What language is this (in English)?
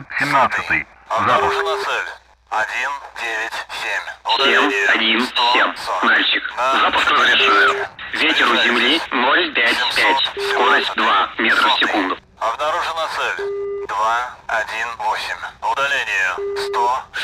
Russian